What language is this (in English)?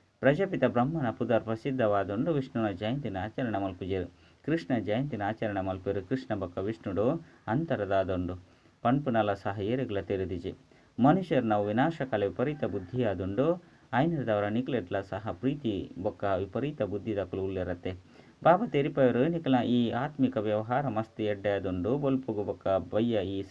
Tulu